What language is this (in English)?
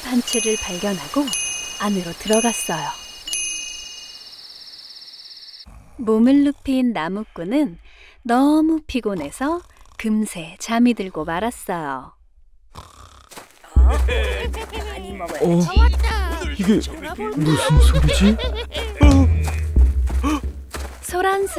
Korean